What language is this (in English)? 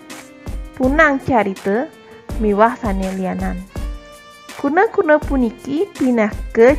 Balinese